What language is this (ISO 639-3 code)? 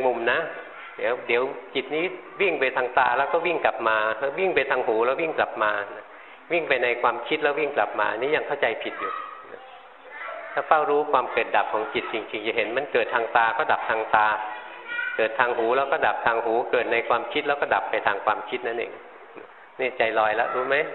tha